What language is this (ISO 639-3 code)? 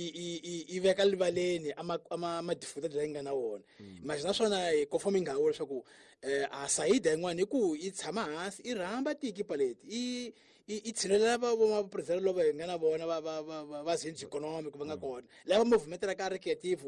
tso